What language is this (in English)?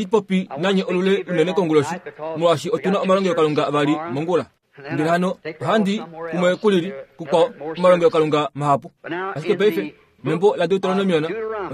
Kuanyama